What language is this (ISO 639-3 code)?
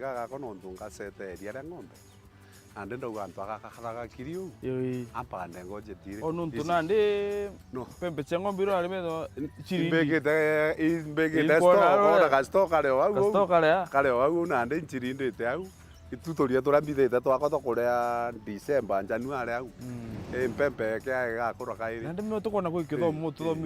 mer